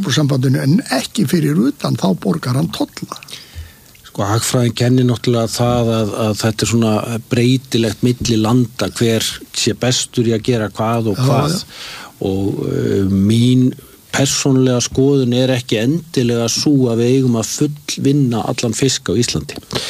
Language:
Icelandic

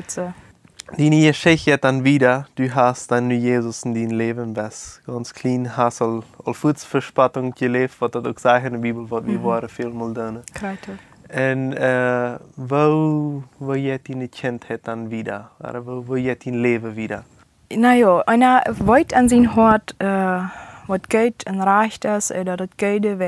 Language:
Plautdietsch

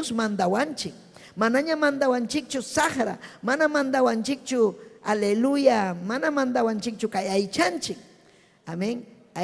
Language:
Ayacucho Quechua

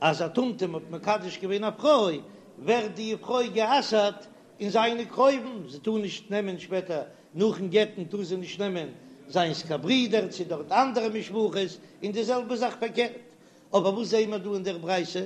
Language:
Yiddish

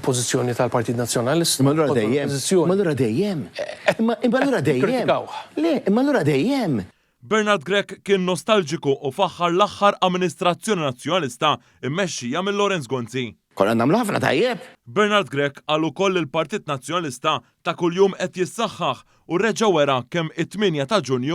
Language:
Maltese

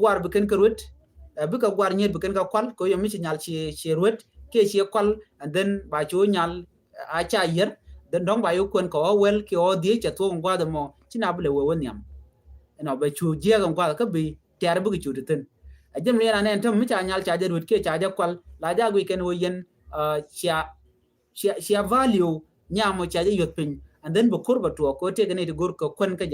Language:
Nuer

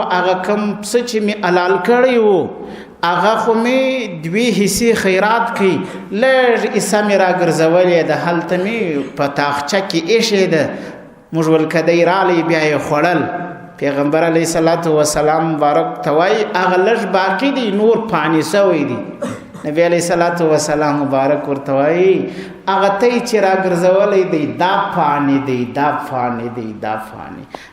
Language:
Pashto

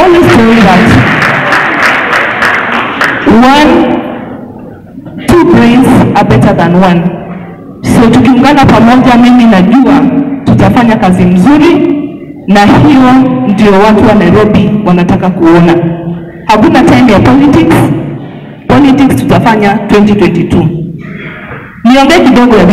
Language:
Swahili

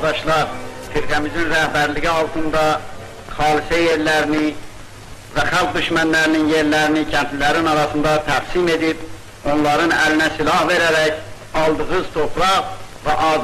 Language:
South Azerbaijani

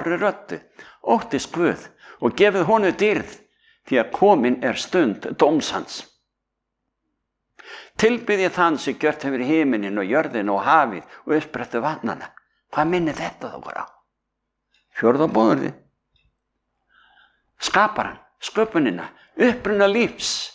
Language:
Icelandic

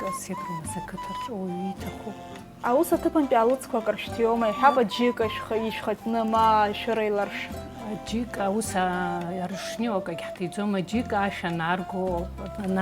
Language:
Abkhazian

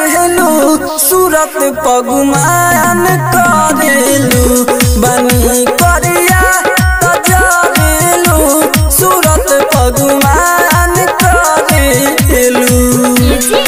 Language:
Bhojpuri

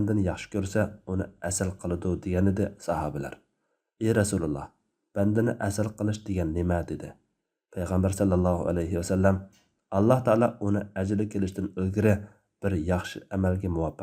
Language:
Uyghur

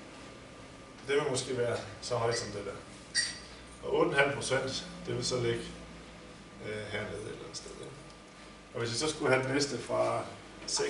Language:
Danish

